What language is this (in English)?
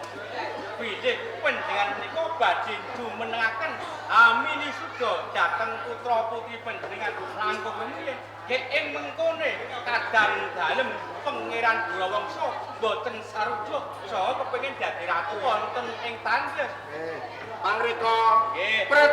Javanese